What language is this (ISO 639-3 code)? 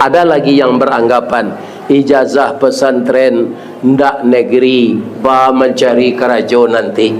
min